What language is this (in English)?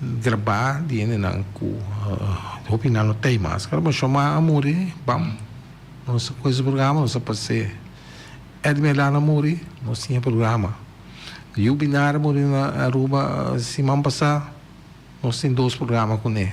Papiamento